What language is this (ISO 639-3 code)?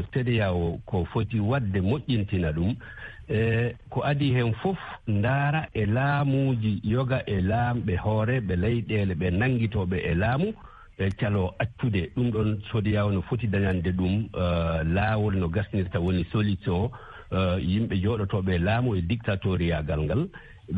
ful